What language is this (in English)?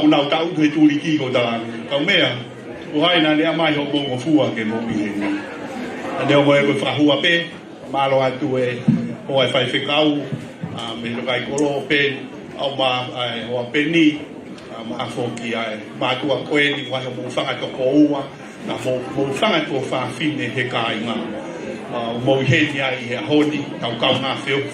Tongan